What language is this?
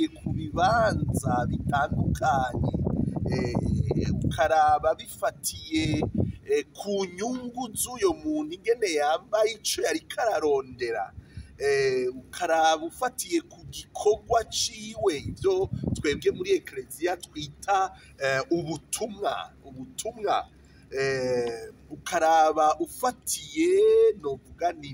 Rundi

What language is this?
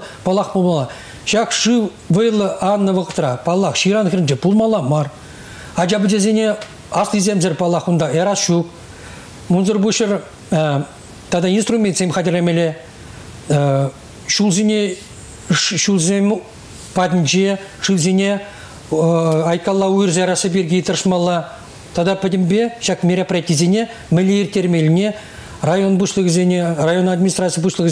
Chuvash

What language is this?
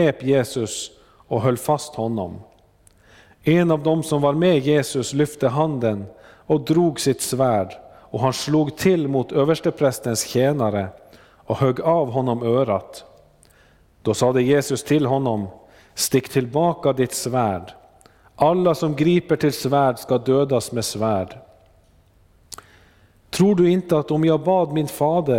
Swedish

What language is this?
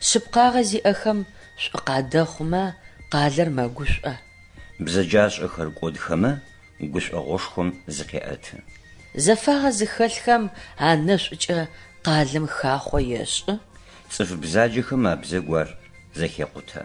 Adyghe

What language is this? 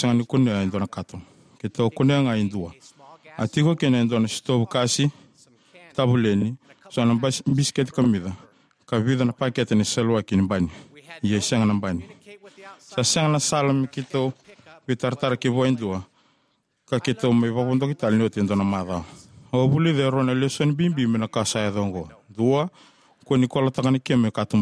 Fijian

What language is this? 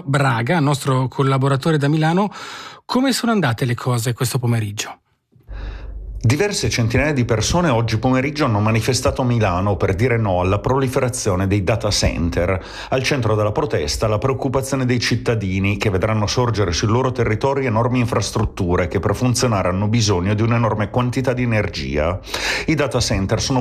Italian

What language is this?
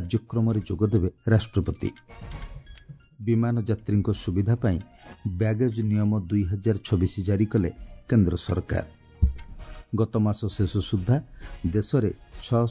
Odia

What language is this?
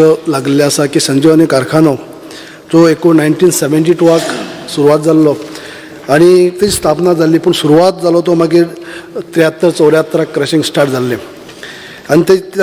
Konkani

